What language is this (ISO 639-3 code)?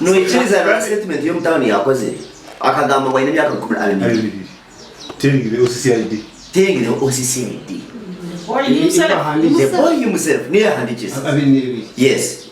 nyn